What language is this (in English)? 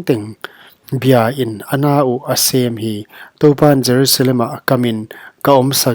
Paite Chin